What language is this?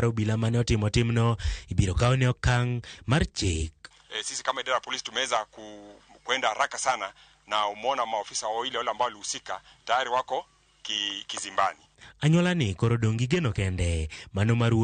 Luo (Kenya and Tanzania)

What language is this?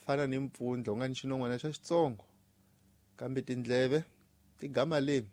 Tsonga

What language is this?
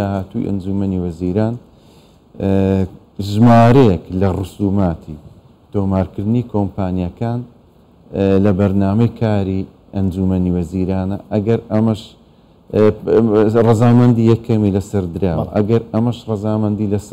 Central Kurdish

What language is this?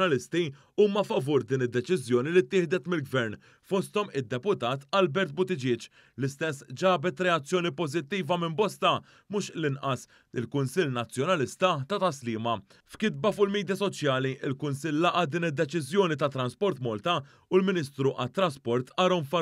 Maltese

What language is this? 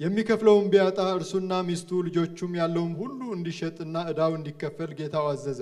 Amharic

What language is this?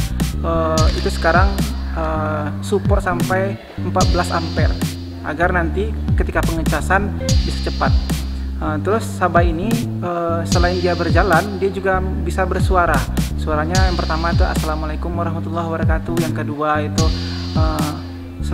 Indonesian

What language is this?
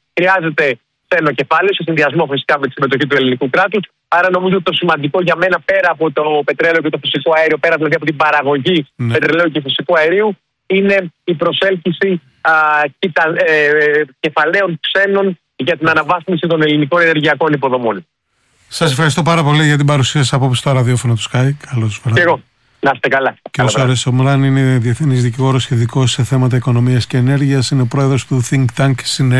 Greek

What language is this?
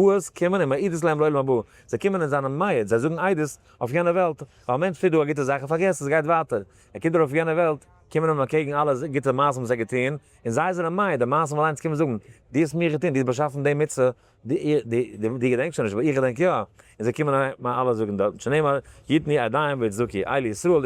Yiddish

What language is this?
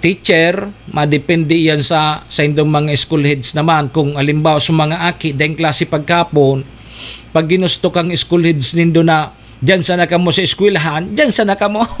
Bikol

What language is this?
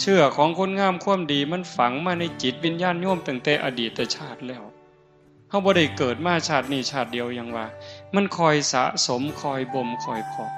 Northeastern Thai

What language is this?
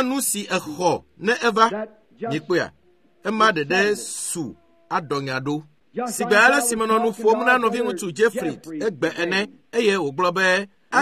Ewe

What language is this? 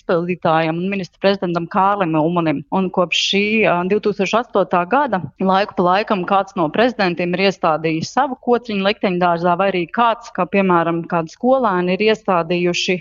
Latvian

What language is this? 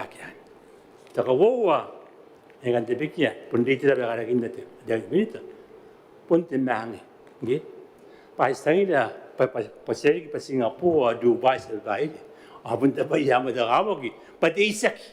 Gilbertese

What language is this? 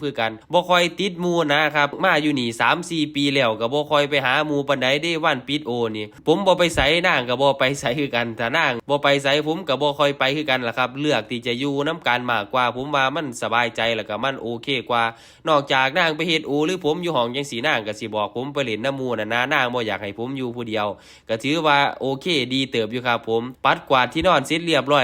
Northeastern Thai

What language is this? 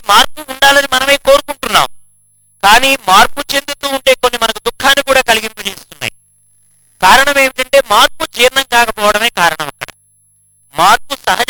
Telugu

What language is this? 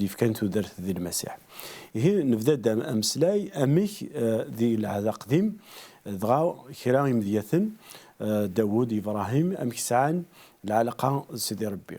Kabyle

